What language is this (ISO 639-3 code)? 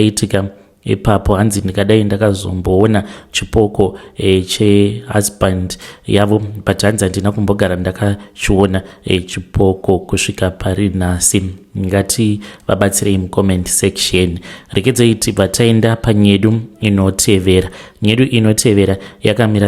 sna